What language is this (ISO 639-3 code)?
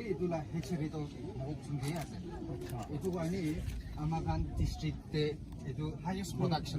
nag